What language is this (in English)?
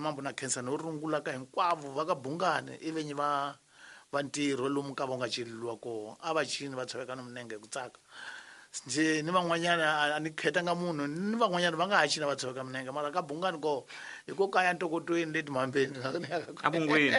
Tsonga